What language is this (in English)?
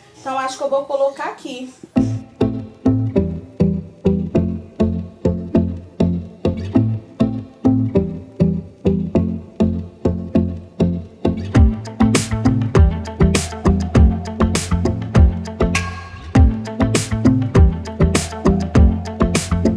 Portuguese